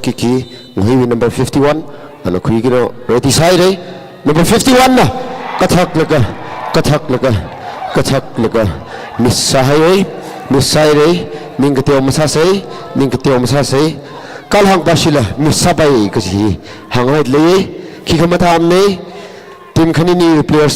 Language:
Tangkhul Naga (India)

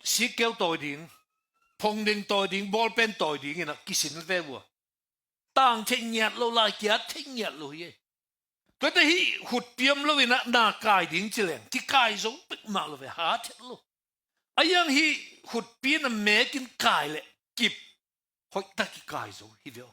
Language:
Tedim Chin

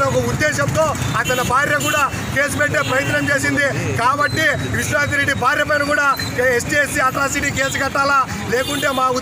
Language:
Telugu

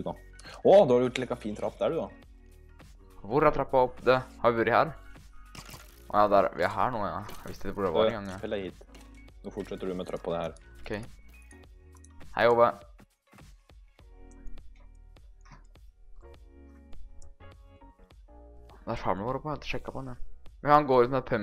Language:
Norwegian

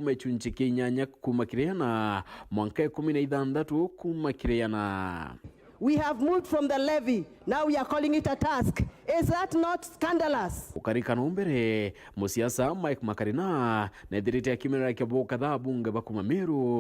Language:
Meru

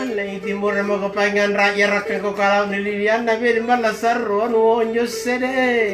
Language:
Makasar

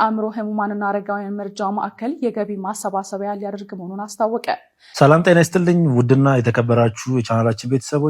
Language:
Amharic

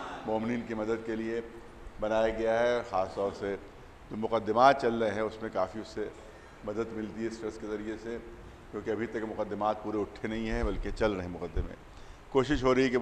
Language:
Urdu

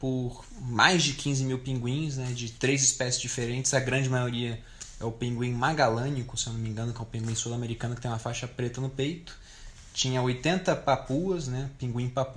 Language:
Portuguese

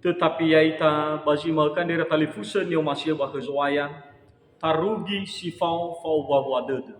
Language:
Nias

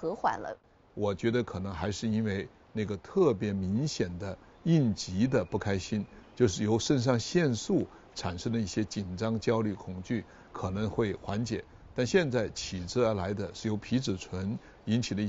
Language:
Chinese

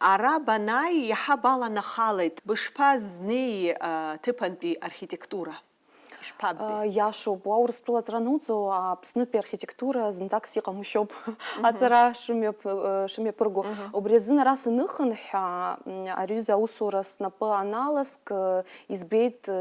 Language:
Abkhazian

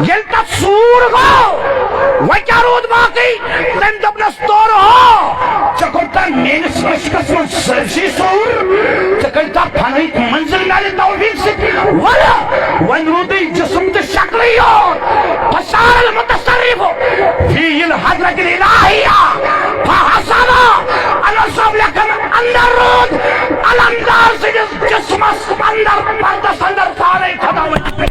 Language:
Kashmiri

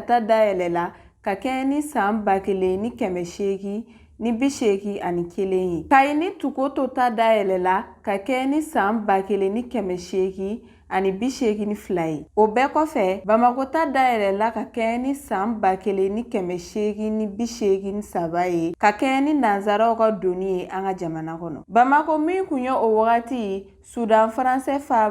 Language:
Bambara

